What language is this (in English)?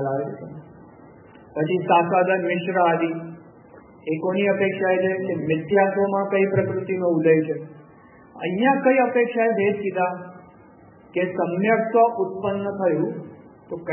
Gujarati